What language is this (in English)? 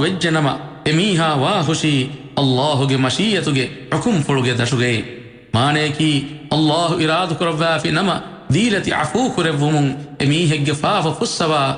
Divehi